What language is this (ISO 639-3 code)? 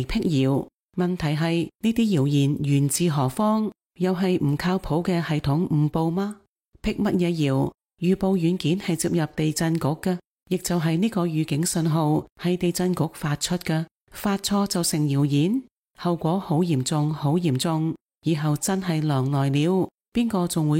yue